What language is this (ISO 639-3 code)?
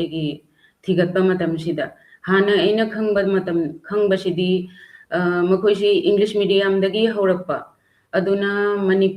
mni